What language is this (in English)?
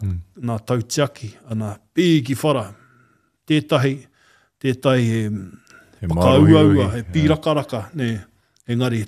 Māori